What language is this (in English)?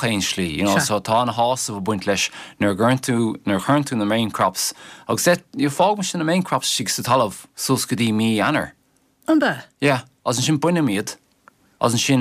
Irish